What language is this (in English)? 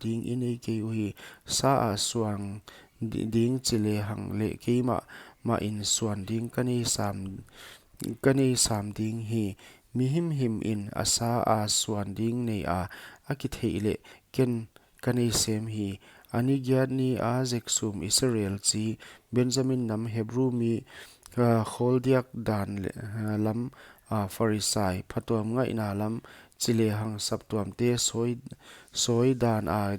Paite Chin